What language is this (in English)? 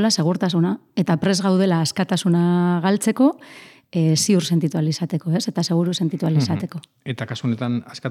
Basque